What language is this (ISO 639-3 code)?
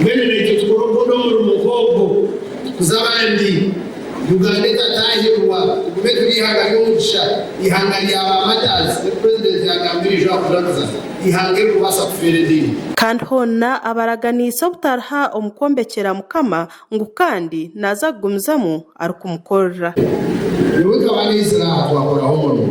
nyn